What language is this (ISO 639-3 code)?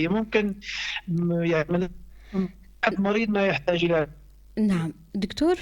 apc